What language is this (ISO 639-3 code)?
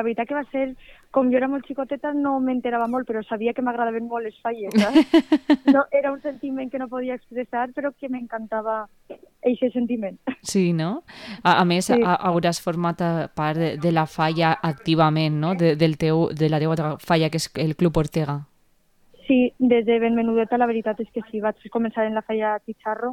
cat